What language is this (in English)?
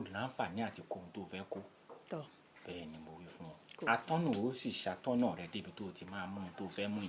Yoruba